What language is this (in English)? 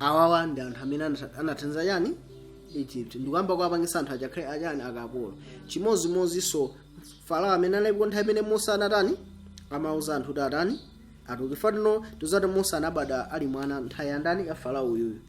Nyanja